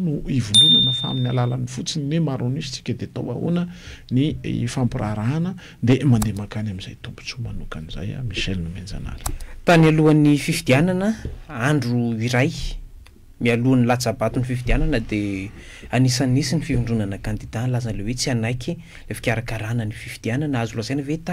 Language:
Malagasy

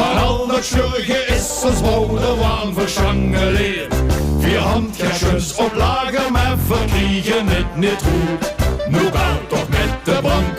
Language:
Limburgish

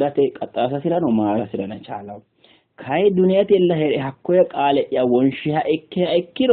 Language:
Sidamo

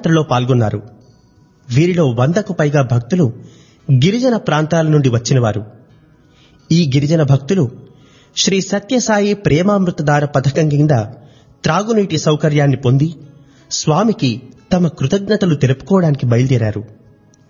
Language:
Telugu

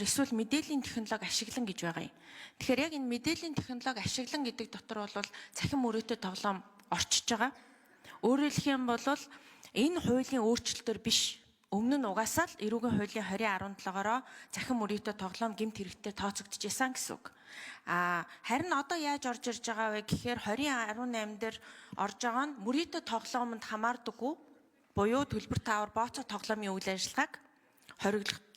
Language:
Mongolian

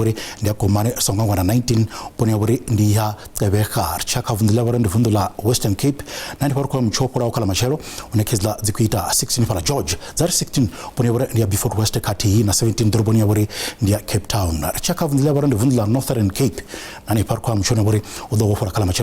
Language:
Venda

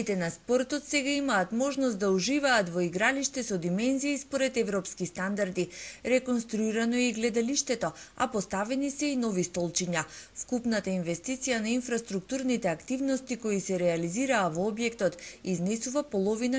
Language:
Macedonian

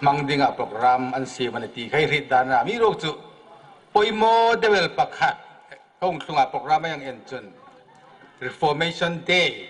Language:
Hmar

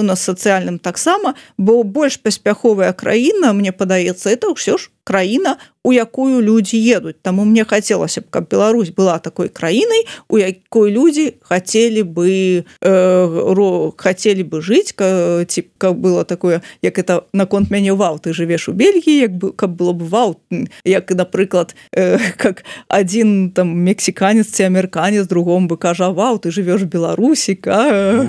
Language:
Belarusian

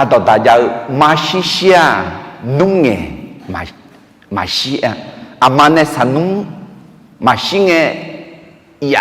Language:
Akha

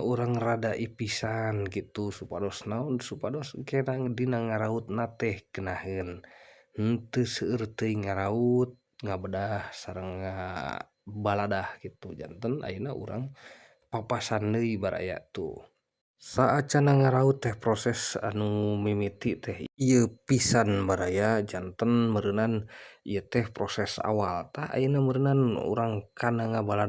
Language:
Sundanese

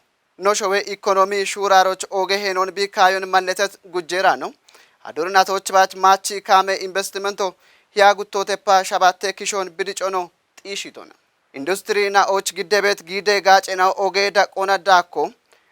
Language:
Kafa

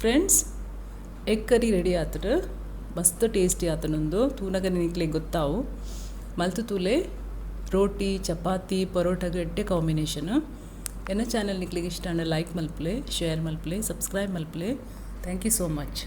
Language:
Tulu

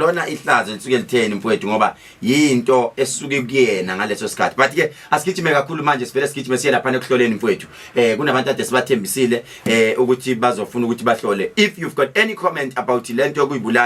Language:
Zulu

